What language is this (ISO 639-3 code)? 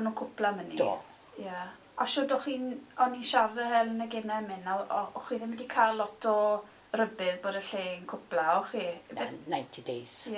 cym